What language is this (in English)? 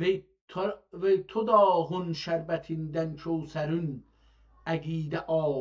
South Azerbaijani